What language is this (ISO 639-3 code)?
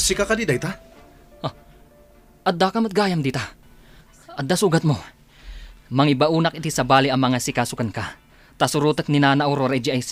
ilo